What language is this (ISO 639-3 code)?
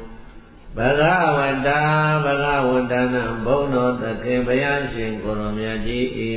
mya